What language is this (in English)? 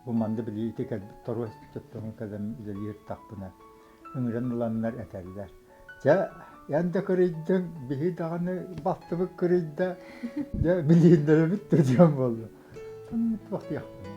Yakut